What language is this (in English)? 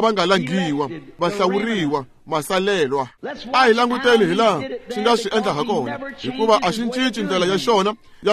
Tsonga